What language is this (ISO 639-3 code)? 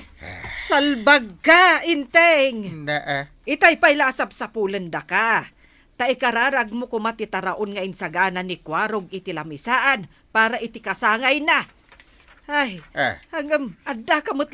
ilo